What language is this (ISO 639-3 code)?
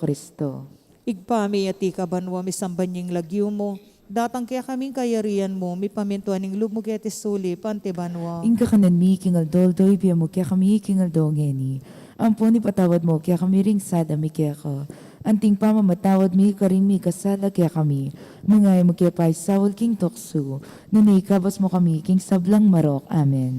pam